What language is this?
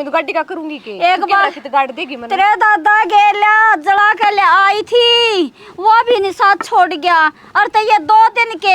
Haryanvi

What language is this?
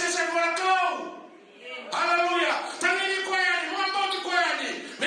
Fijian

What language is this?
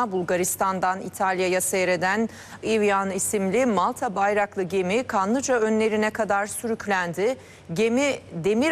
Turkish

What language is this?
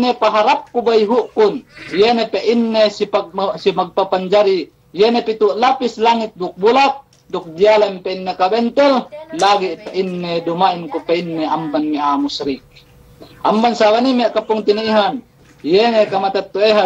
Yakan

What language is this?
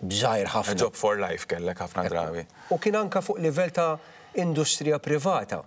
Maltese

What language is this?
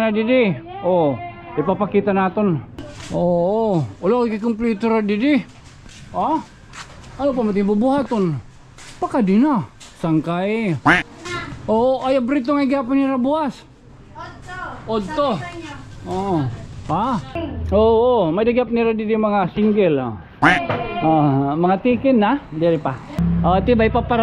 Waray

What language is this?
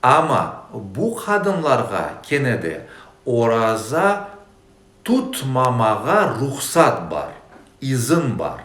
Crimean Tatar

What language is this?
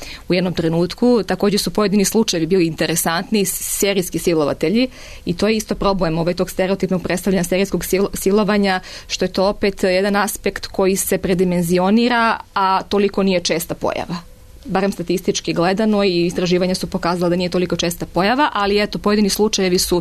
Serbian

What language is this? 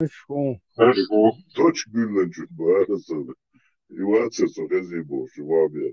Chechen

